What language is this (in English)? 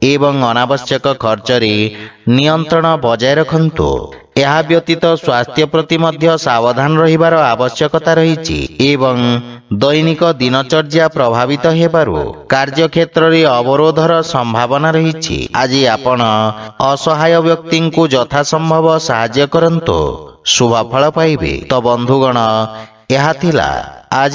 Odia